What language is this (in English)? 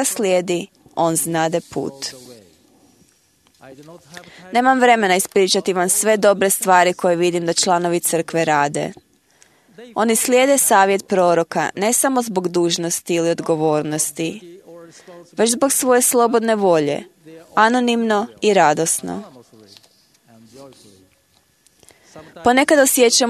Croatian